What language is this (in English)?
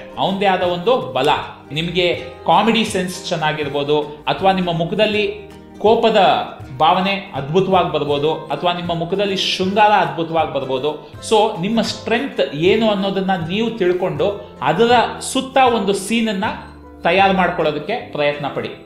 Kannada